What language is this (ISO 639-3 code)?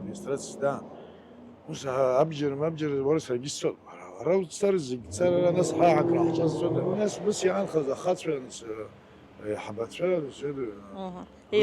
abk